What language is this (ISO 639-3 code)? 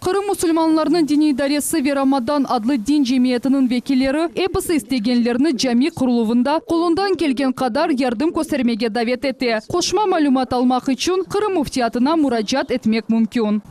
crh